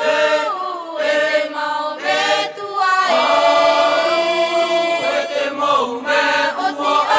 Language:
Tahitian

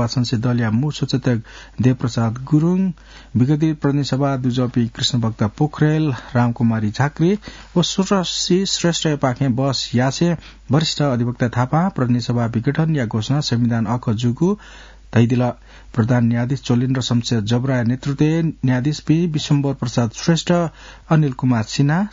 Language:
Newari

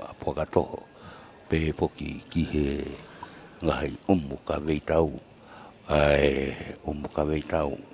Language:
Tongan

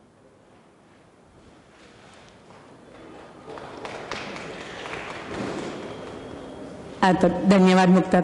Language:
Marathi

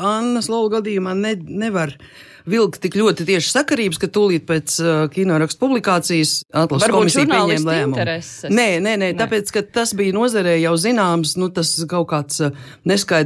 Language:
Latvian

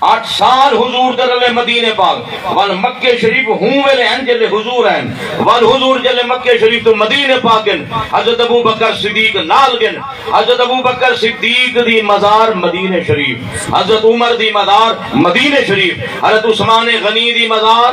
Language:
Saraiki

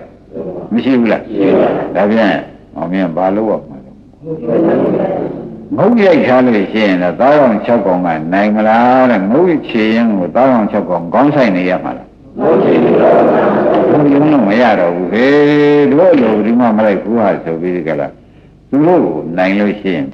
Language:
Burmese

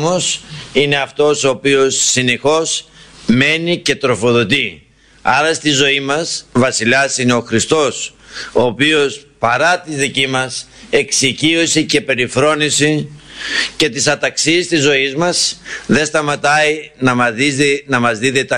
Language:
Greek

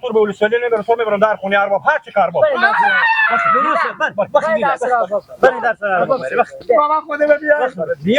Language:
Persian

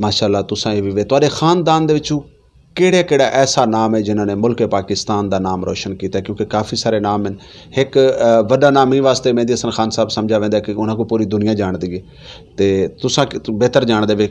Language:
Saraiki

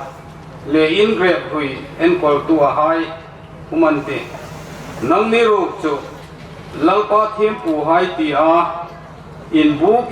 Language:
Hmar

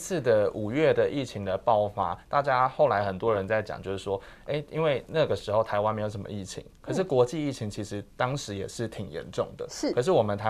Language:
Chinese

